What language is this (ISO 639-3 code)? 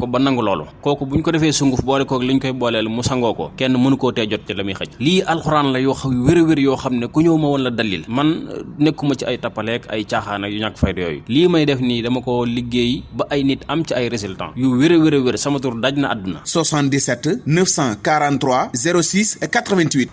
wol